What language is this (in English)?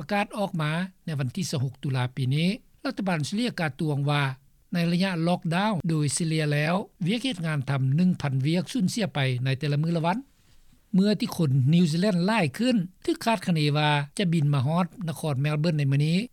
Lao